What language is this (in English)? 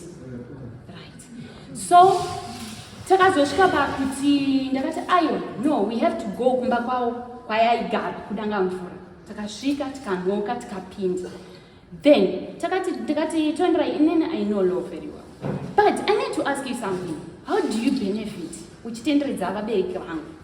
Shona